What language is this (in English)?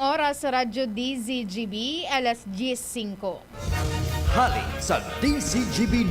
Bikol